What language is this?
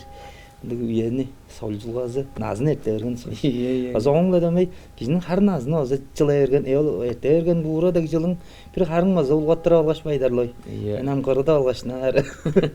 Tuvinian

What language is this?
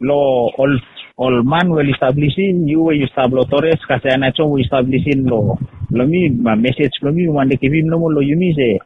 Bislama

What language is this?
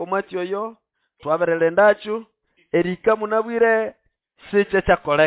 Nande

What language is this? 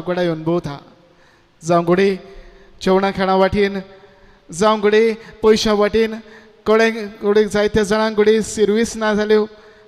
Konkani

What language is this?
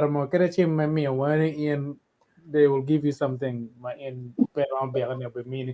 Acoli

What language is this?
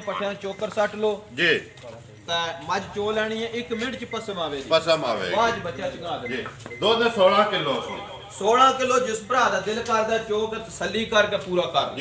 Punjabi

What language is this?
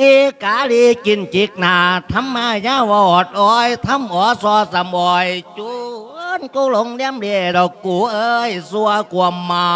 Lao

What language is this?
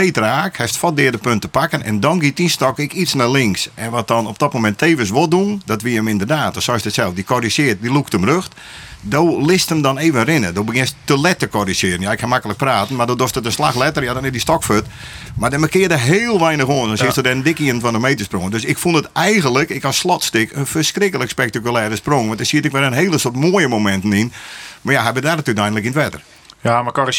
Western Frisian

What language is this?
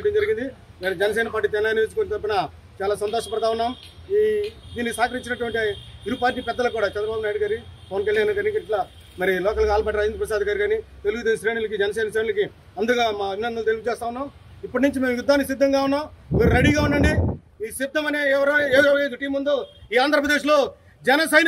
Telugu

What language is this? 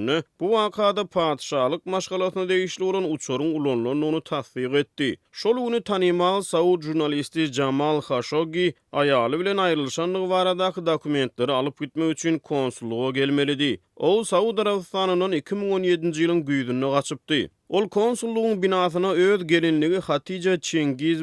Turkmen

